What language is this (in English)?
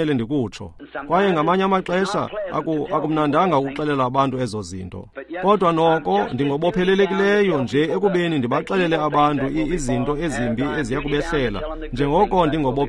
Xhosa